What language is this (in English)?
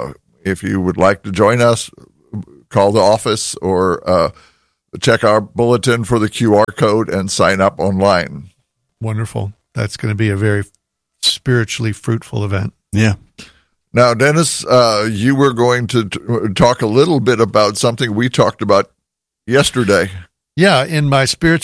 English